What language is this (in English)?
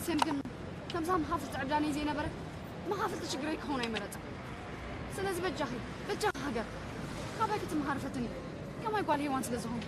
Tigrinya